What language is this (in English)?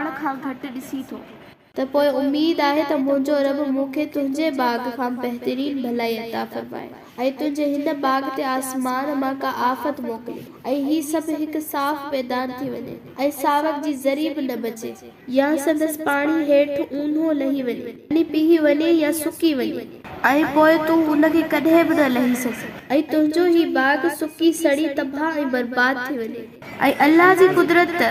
Sindhi